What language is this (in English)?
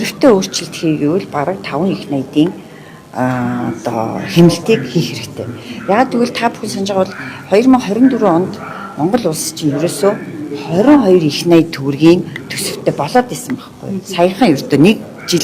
Mongolian